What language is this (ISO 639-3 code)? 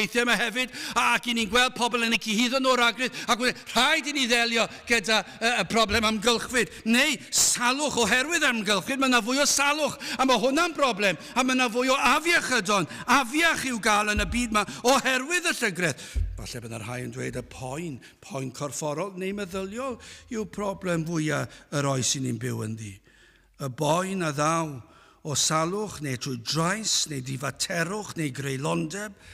cym